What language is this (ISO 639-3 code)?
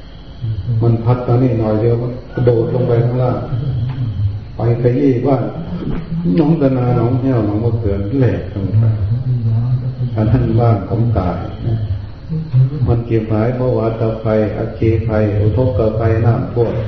tha